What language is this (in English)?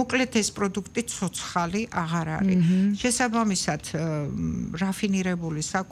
Georgian